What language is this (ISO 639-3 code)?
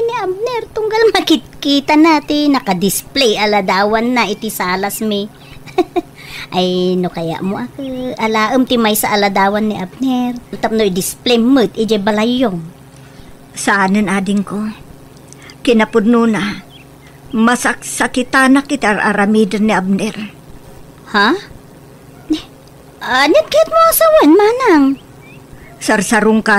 ilo